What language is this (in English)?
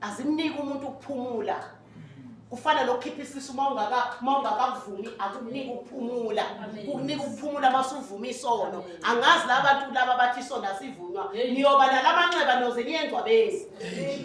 Zulu